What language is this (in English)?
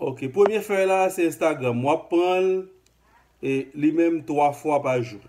Haitian Creole